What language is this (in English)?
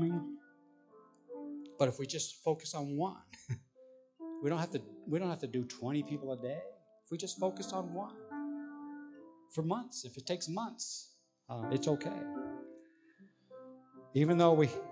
English